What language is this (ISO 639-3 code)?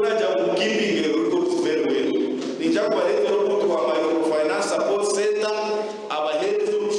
nyn